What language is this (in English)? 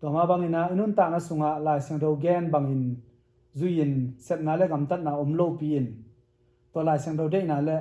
Tedim Chin